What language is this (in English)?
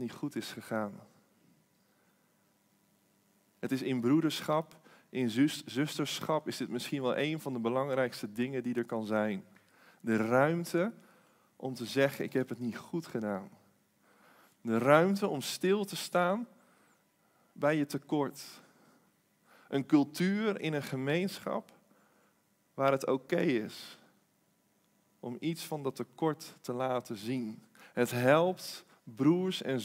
Dutch